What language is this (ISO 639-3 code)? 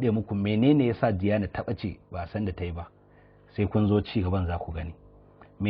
hau